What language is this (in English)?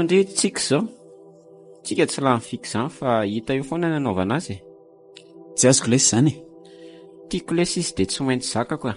Malagasy